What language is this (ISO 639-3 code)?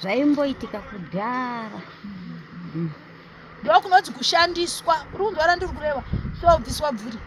sna